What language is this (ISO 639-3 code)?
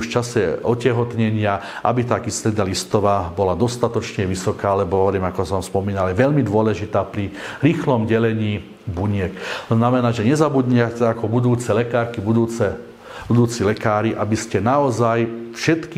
slk